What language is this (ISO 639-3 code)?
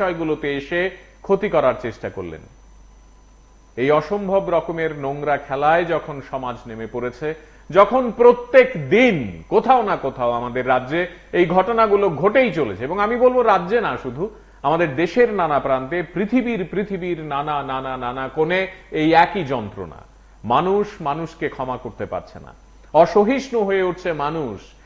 ben